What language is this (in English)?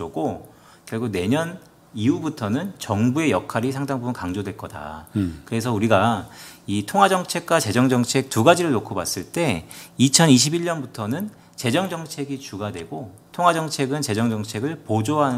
Korean